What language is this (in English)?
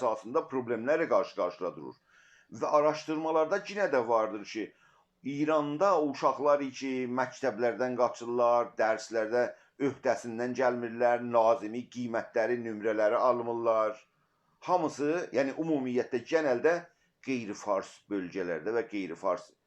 South Azerbaijani